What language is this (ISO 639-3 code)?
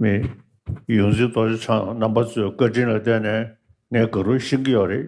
bod